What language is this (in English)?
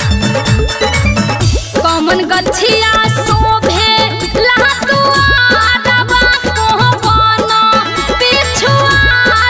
Bhojpuri